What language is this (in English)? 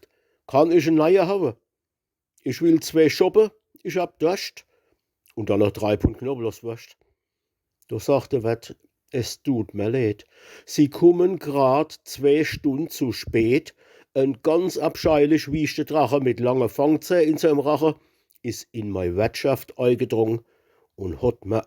Palatine German